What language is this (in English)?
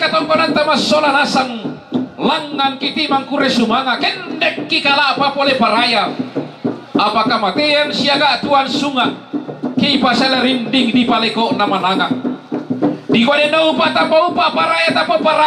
Toraja-Sa'dan